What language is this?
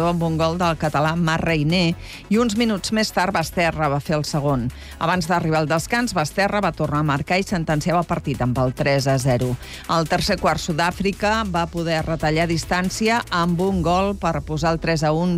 Catalan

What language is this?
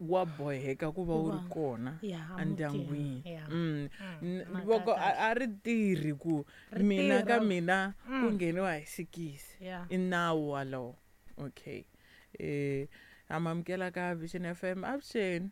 Tsonga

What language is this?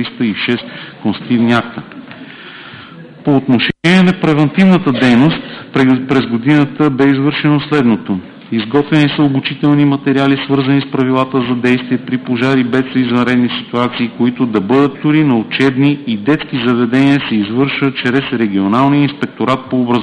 Bulgarian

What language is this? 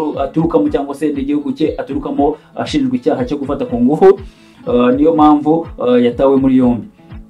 Kinyarwanda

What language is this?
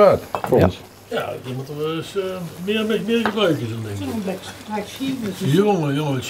Limburgish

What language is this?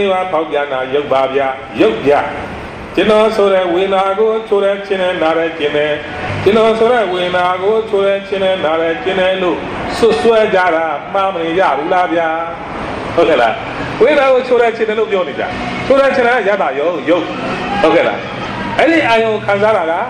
Burmese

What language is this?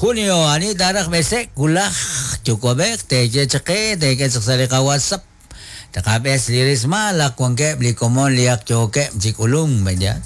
Kekchí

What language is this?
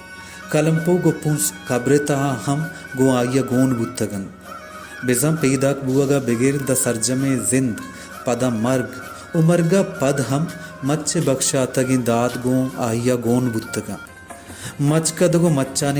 Baluchi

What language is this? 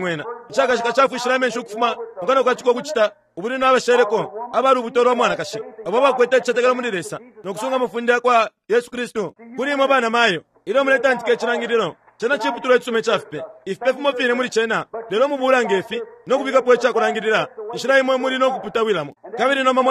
Bemba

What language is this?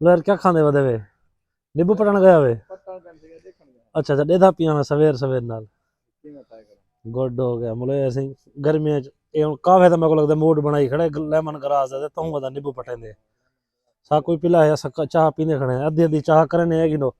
Saraiki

